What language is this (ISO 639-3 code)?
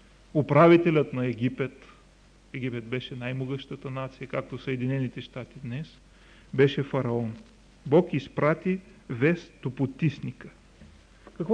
bul